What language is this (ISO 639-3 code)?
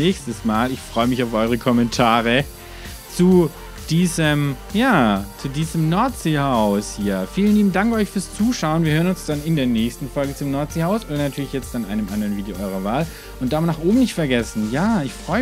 deu